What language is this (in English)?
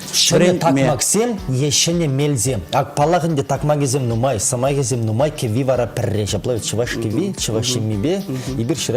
Chuvash